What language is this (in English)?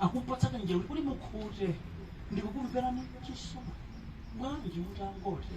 Nyanja